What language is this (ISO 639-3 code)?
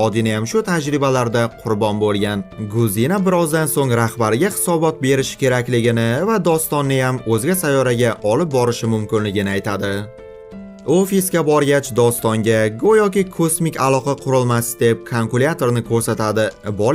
uzb